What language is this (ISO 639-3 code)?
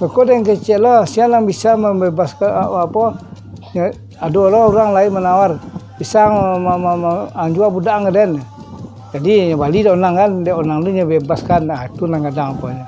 min